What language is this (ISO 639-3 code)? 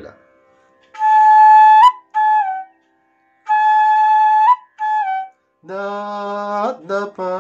mal